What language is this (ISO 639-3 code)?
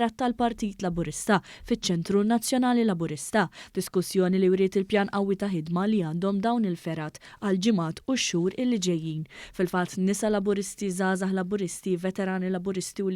mlt